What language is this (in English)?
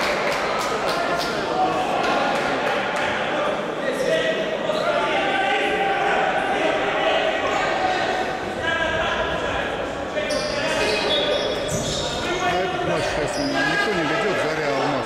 Russian